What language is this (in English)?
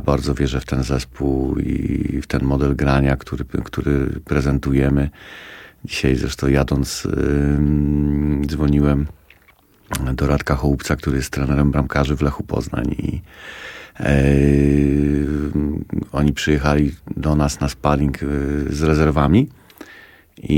Polish